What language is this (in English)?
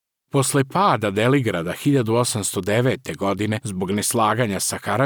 Serbian